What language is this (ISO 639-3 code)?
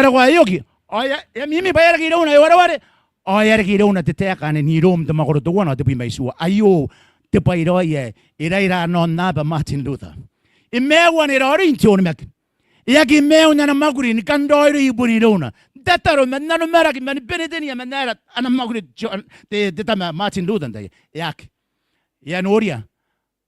gil